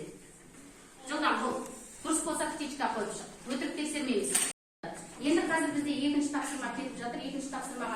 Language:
Kazakh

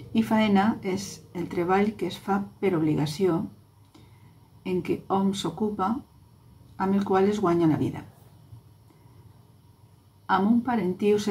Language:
Catalan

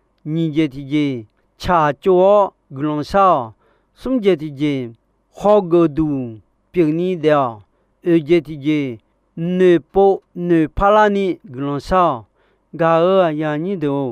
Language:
Akha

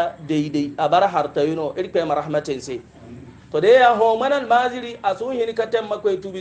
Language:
Hausa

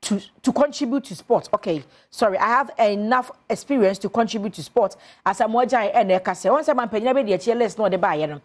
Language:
Akan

